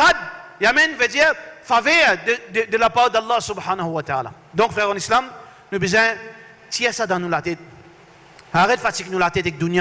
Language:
Morisyen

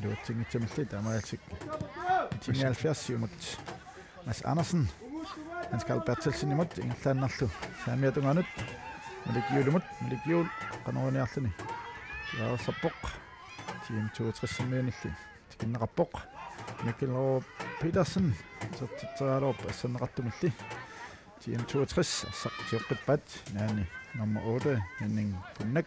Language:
Kalaallisut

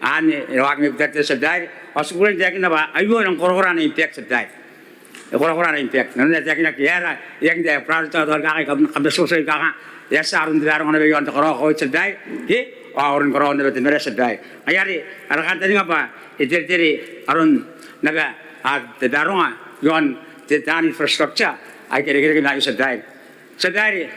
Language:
Gilbertese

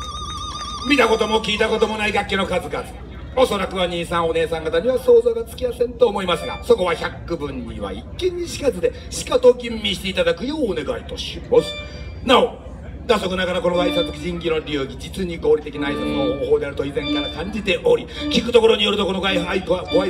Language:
Japanese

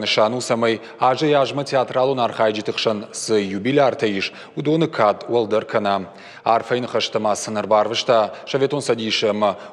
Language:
Ossetic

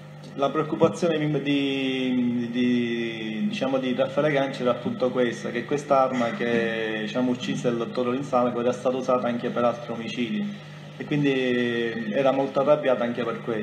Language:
Italian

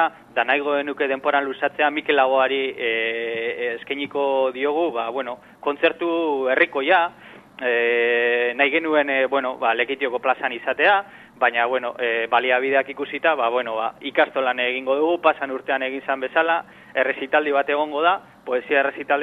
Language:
Basque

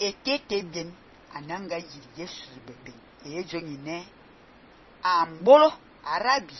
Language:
Fang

